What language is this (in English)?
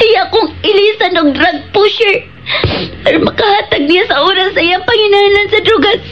Cebuano